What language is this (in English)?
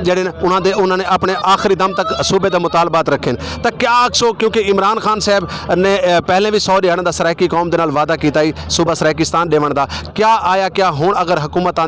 Saraiki